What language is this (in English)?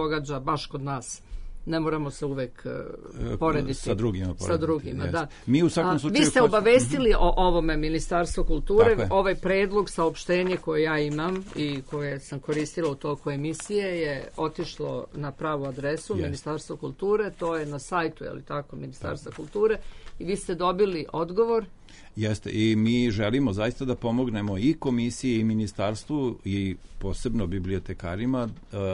Serbian